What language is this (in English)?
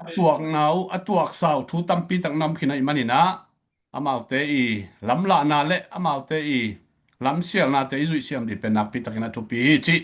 Tedim Chin